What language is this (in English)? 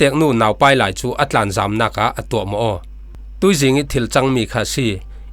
Falam Chin